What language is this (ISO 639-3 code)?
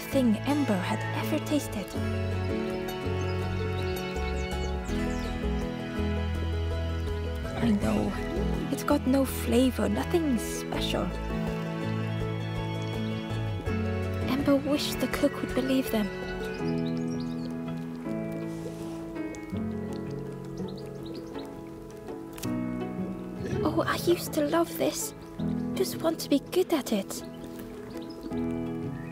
eng